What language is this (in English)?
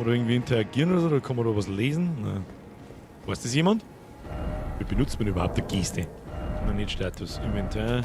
Bavarian